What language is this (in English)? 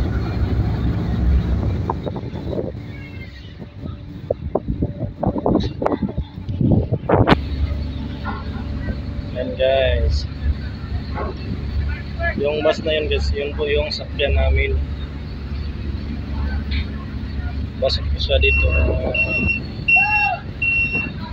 Filipino